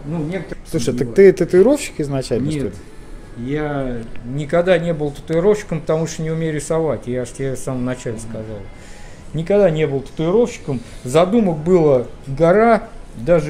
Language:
Russian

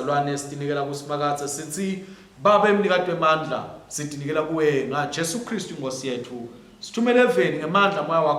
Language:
Swati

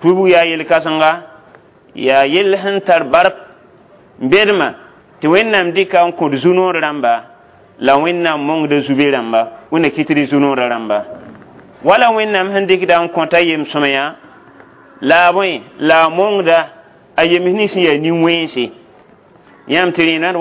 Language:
Mossi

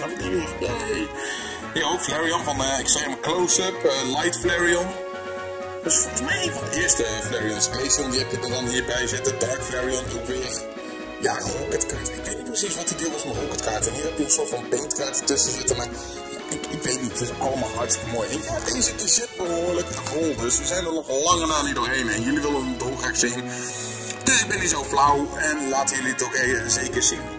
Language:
Dutch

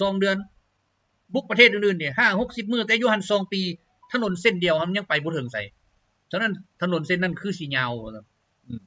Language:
Lao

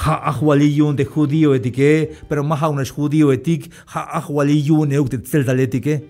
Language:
Tzeltal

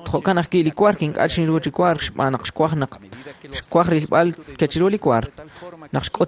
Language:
Kekchí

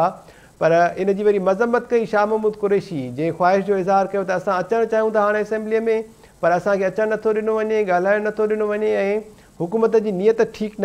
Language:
Sindhi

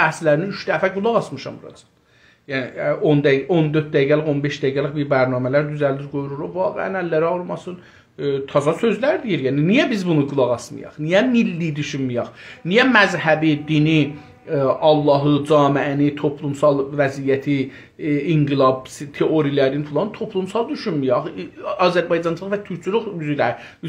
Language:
South Azerbaijani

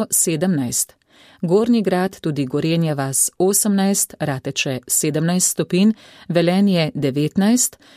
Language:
Slovenian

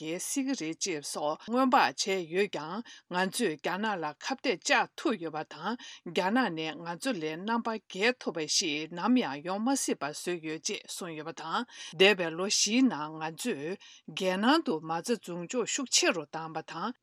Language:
Tibetan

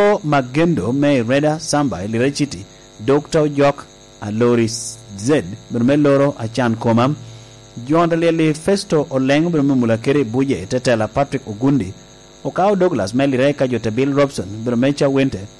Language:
Lango (Uganda)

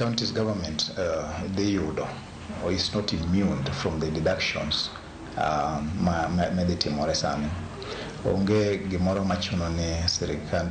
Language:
Luo (Kenya and Tanzania)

